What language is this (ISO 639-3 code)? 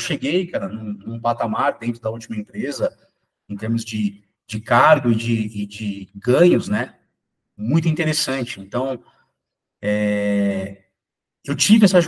por